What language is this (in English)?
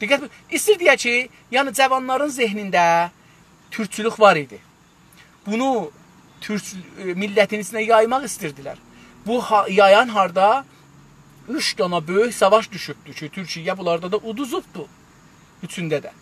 South Azerbaijani